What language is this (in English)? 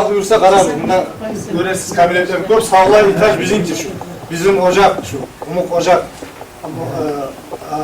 Kumyk